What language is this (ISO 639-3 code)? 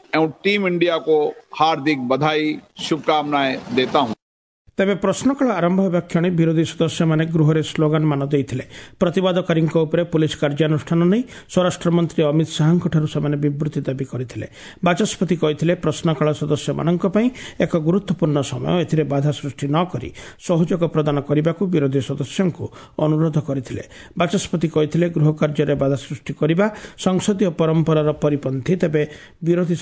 ori